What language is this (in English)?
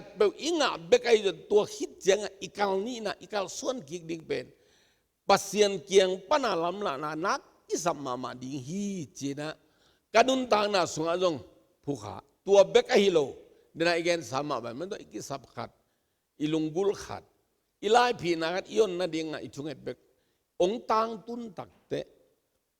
Tedim Chin